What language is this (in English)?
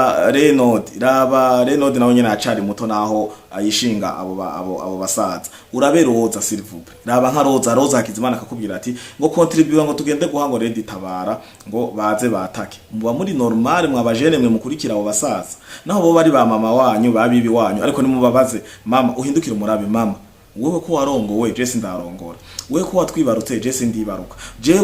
Rundi